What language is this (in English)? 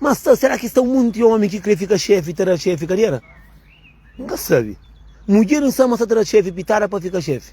Kabuverdianu